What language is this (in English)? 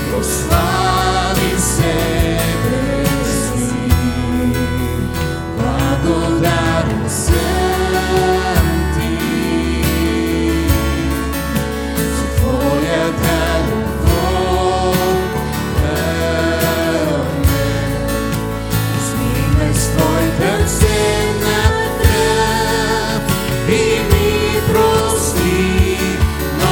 Bulgarian